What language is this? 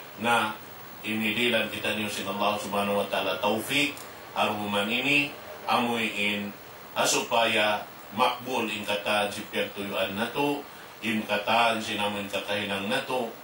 Tausug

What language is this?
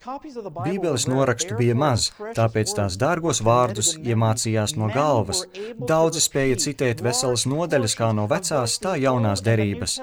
Latvian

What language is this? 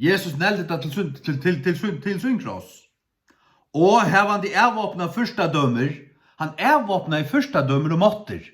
Faroese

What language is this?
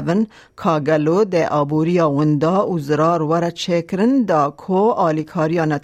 Kurdish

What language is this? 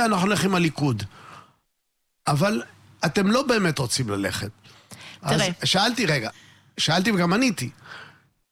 Hebrew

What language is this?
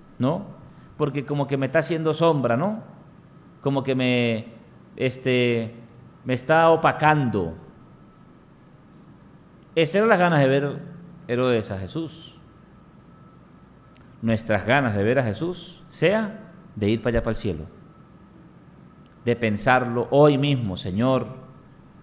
Spanish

